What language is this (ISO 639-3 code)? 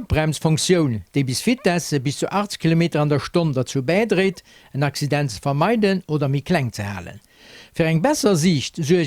ltz